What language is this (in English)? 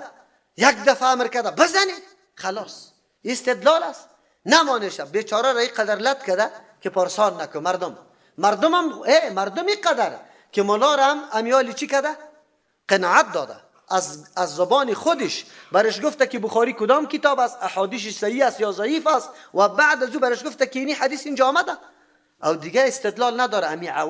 Persian